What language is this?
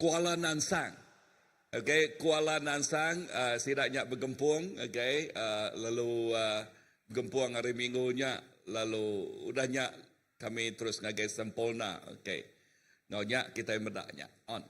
Iban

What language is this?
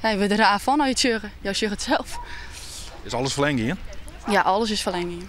Western Frisian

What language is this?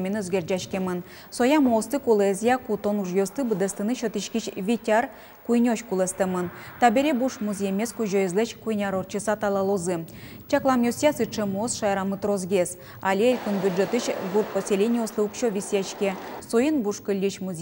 Udmurt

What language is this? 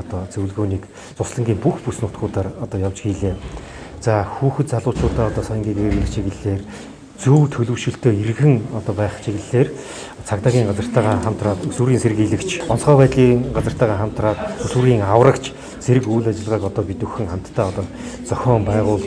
Mongolian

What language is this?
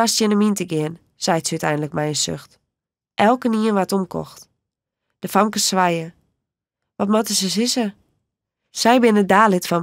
Western Frisian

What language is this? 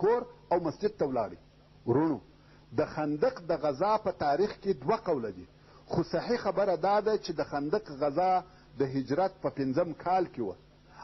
Pashto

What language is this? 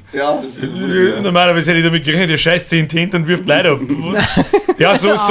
Bavarian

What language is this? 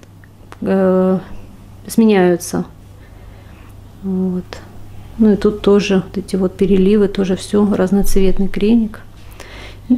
Russian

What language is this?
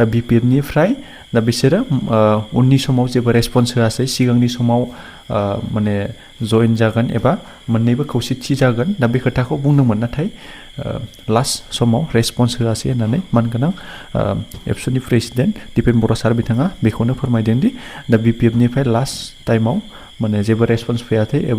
Bodo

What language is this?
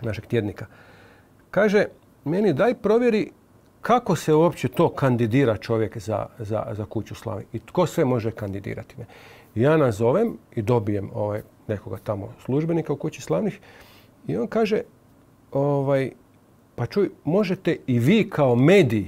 Croatian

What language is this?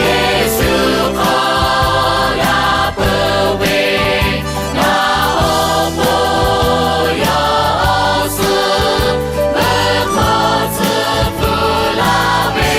Lahu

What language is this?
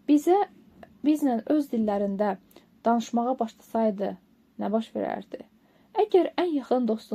Azerbaijani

